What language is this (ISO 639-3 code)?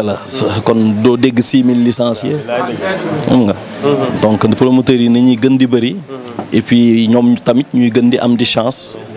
wol